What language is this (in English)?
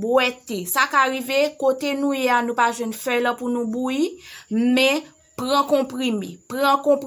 Haitian Creole